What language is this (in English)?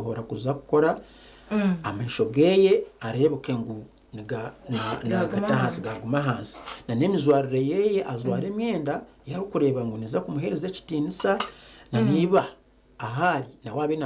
Nyankole